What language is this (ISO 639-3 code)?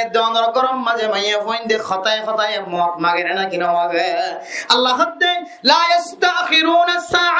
rhg